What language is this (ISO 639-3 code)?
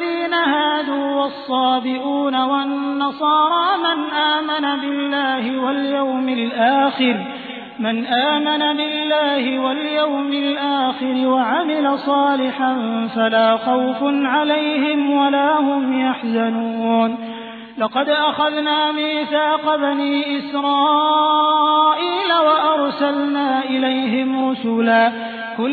ara